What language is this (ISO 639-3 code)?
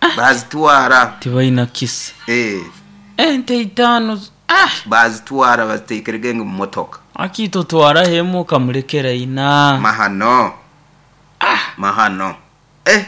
nyo